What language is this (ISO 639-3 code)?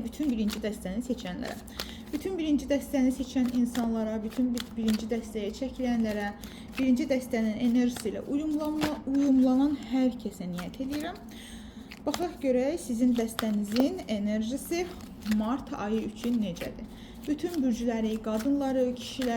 aze